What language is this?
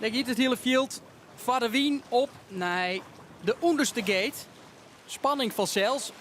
Western Frisian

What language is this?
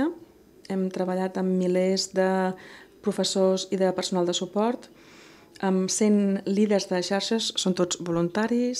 Catalan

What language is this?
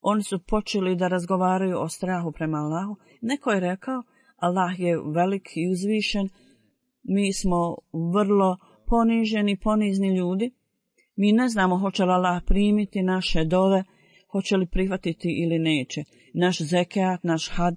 Bosnian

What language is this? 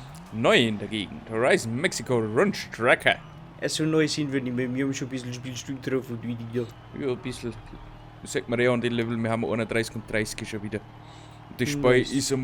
Bavarian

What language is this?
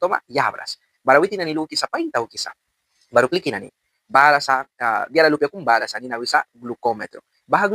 Mískito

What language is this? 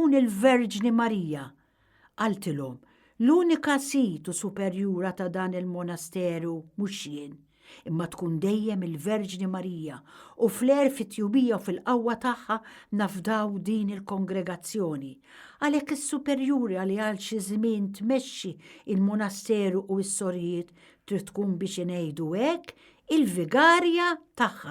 Maltese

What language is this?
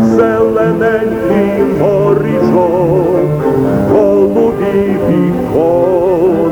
Ukrainian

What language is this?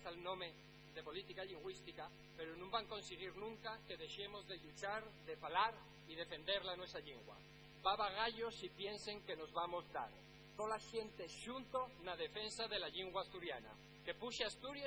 Asturian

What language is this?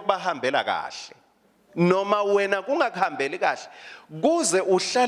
Swati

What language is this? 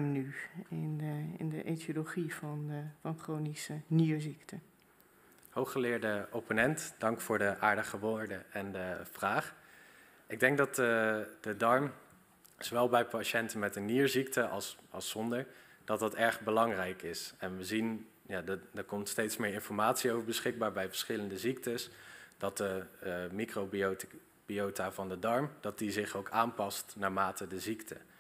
Dutch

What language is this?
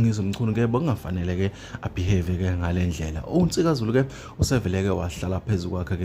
Zulu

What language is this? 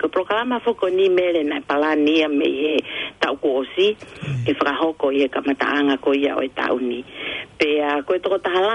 Tongan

